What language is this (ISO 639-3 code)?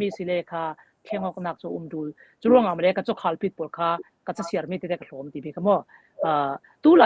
cfm